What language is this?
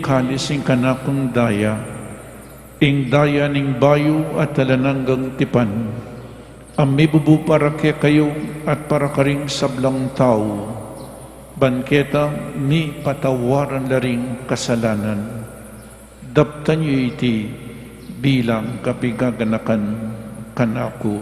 Pampanga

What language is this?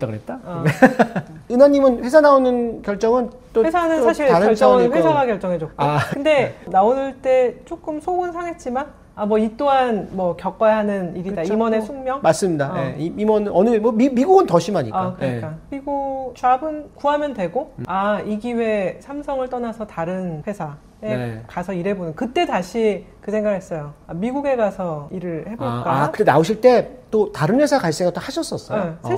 Korean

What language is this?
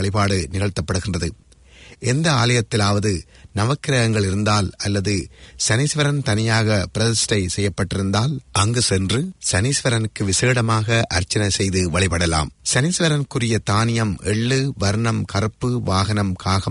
Tamil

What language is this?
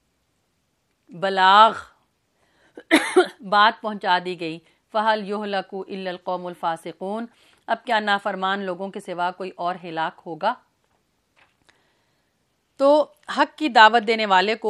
Urdu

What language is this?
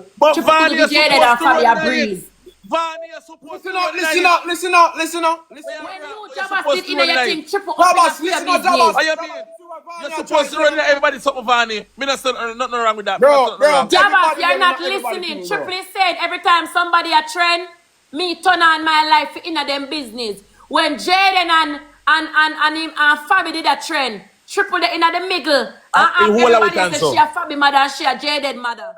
Jamaican Creole English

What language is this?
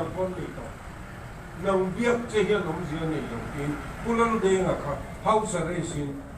Mizo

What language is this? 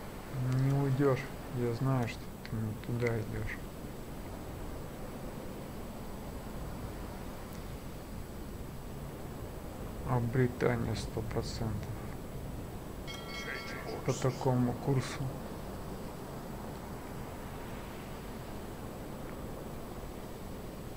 Russian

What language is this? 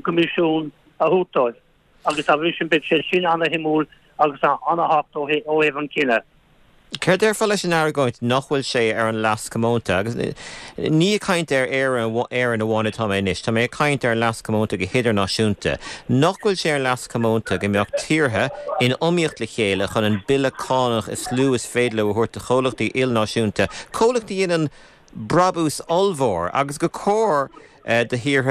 Irish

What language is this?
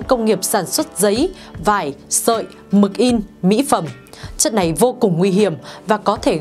Vietnamese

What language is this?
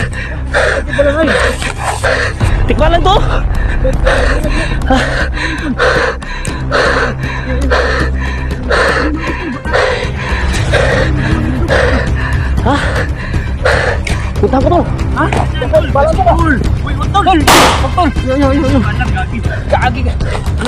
Filipino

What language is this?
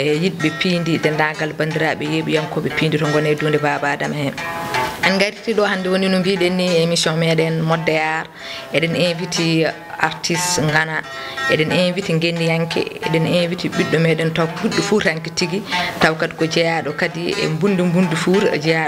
Fula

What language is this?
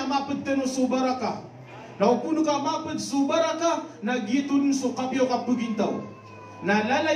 Maranao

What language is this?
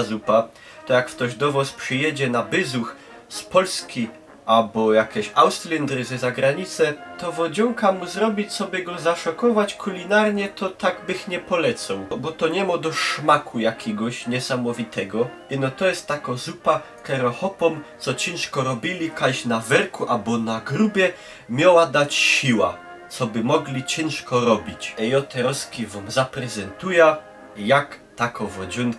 Silesian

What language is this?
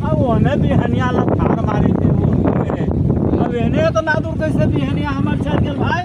Magahi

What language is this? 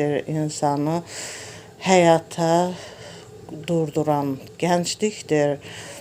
Azerbaijani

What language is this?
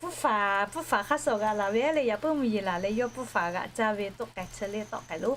Lahu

